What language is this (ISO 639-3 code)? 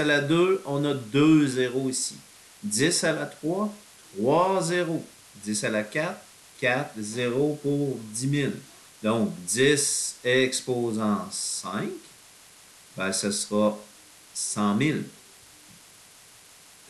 fra